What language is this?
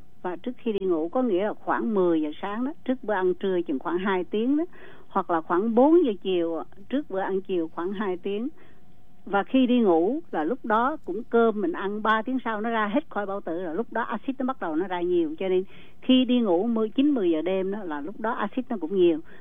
Vietnamese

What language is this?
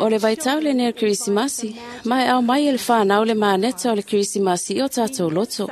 Samoan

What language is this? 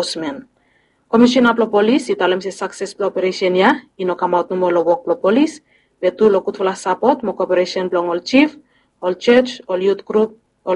Bislama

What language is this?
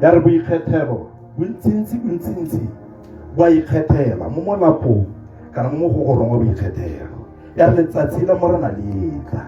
Tswana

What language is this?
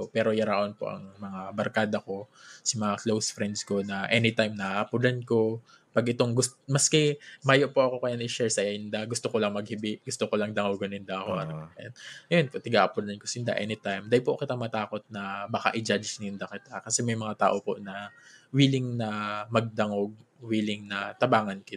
Bikol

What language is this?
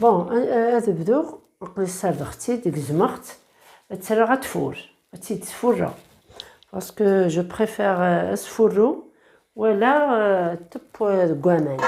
Kabyle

